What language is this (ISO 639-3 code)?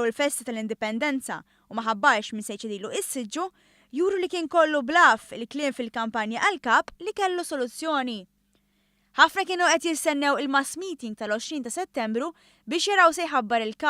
mlt